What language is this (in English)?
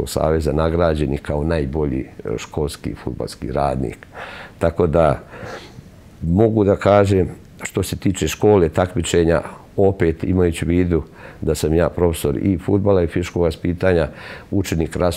Serbian